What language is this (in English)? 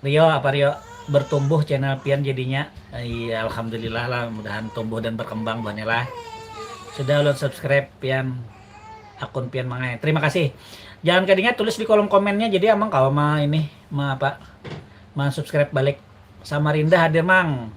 Banjar